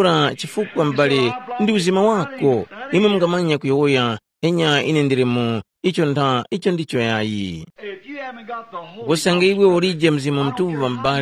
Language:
Tumbuka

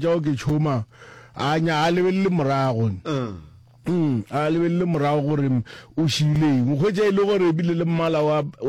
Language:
Northern Sotho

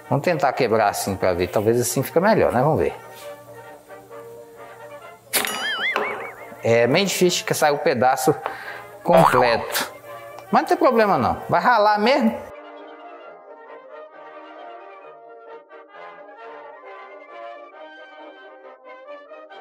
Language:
Portuguese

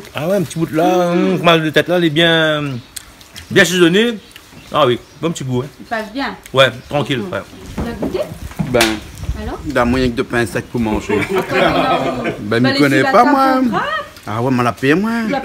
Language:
Réunion Creole French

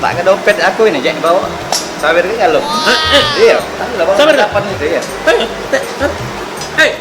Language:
Musi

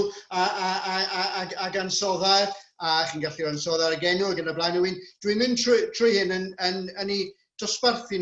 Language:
Welsh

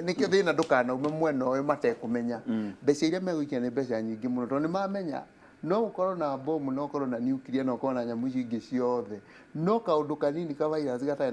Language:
Kikuyu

